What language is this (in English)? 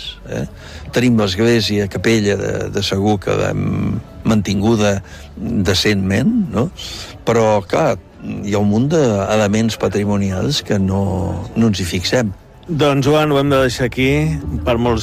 Catalan